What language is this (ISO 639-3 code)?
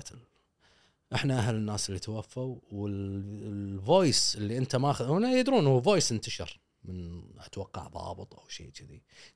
afb